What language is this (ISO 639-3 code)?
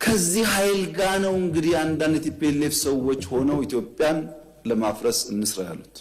amh